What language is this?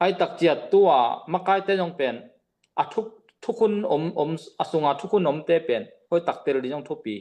Tedim Chin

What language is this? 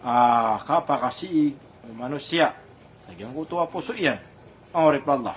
Maranao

